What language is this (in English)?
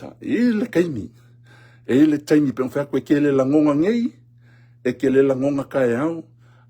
Samoan